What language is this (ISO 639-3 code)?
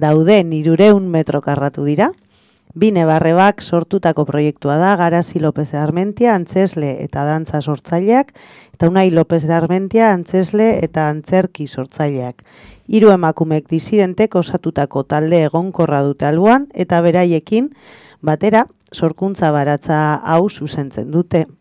eus